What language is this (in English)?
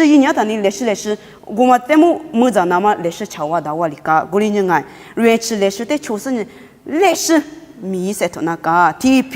Lisu